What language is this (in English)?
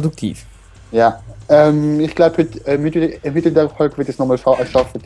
Swiss German